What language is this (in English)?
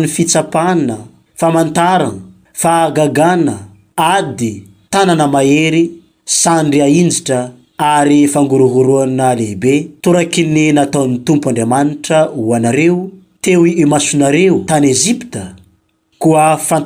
Malagasy